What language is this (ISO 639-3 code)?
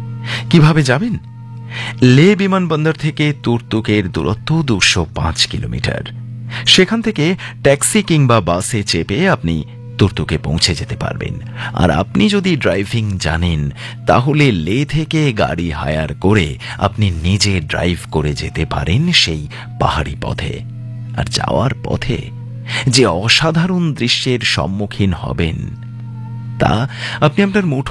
ben